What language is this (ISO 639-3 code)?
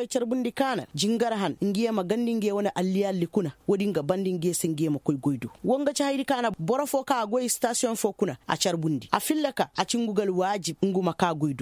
ses